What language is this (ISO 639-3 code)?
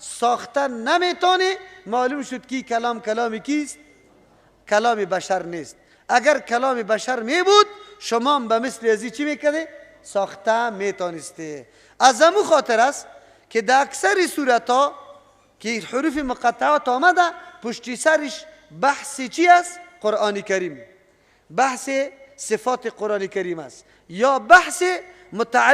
fas